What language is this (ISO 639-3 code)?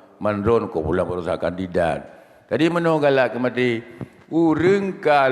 ace